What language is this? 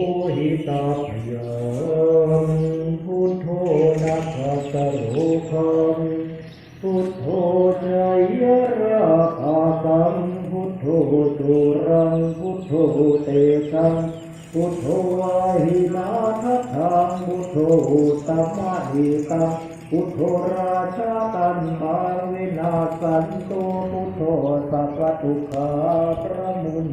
Pali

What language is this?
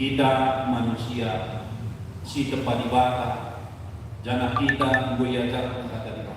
Batak Karo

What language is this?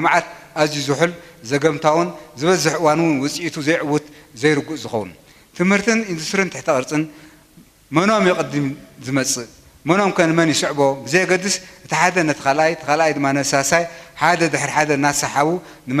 Tigrinya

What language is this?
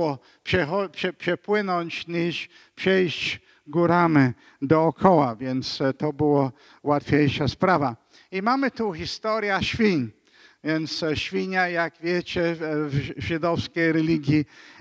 Polish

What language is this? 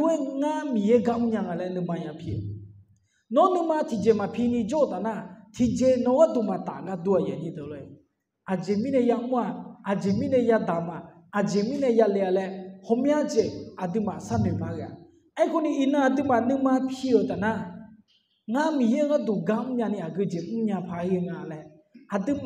Akha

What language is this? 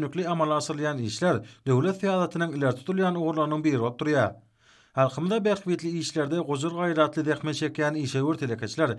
Turkmen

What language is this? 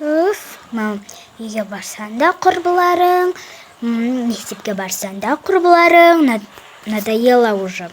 Kazakh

